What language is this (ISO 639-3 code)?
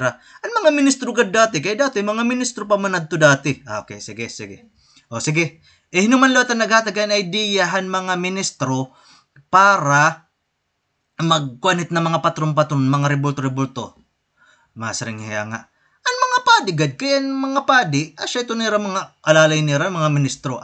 war